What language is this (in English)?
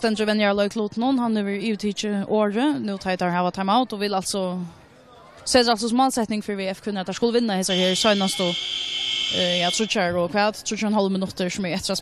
Faroese